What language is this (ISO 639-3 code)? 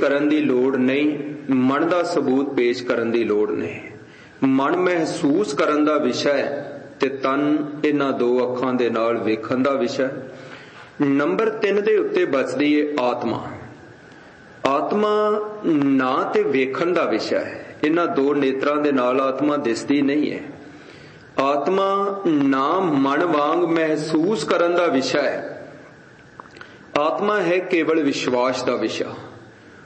pan